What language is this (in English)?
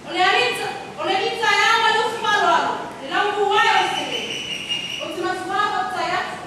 Samoan